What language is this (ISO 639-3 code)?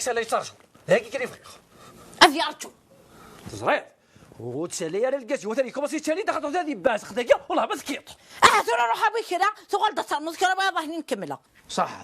kab